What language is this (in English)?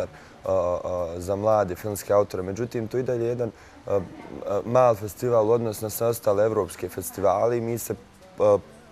Bosnian